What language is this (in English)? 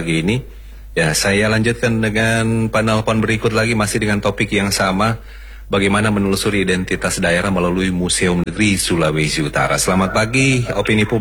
Indonesian